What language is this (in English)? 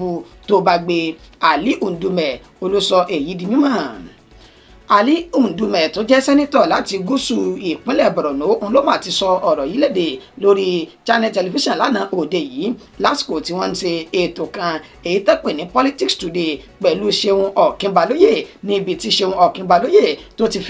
Yoruba